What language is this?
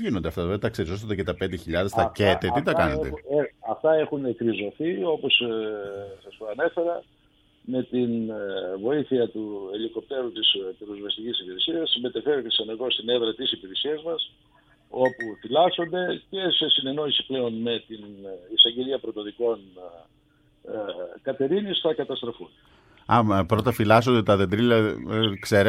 Greek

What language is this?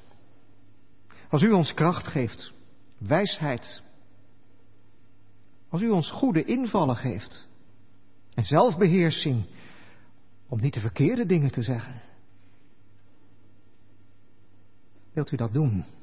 Dutch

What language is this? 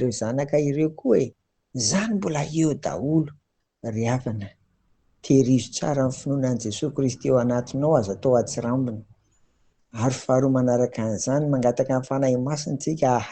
Malagasy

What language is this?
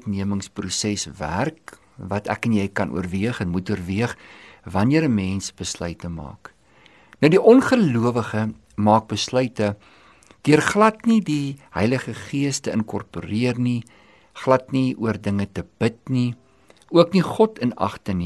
Afrikaans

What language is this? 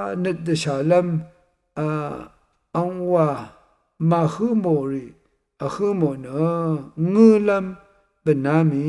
Rawang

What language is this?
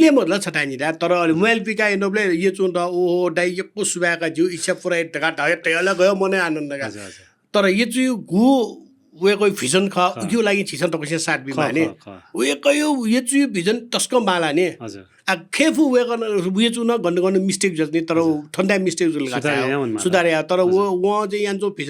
Newari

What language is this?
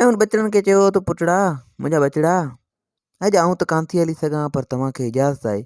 Sindhi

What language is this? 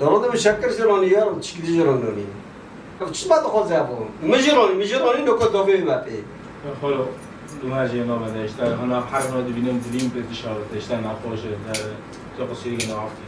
Kurdish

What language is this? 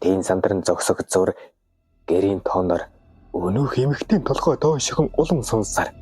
Mongolian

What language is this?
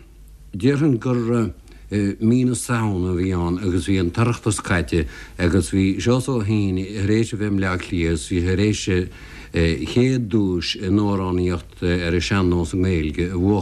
Irish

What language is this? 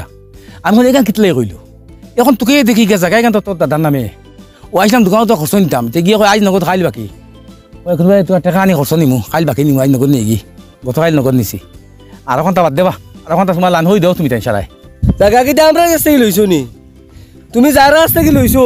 Sylheti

